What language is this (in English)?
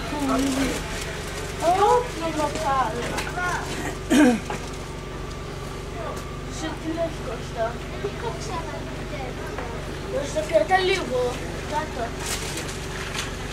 Greek